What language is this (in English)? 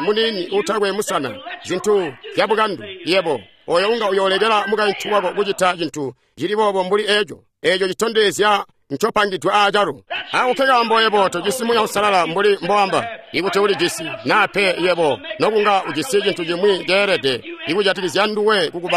Tonga (Zambia)